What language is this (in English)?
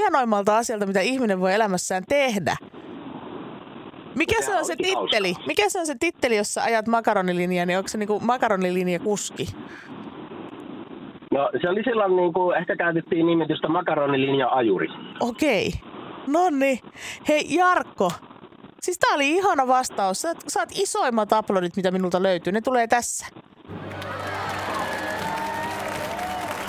Finnish